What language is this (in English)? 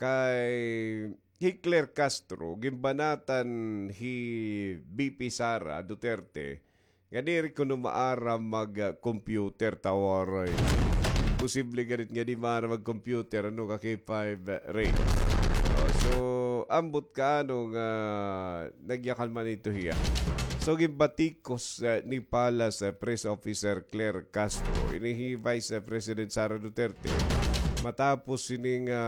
Waray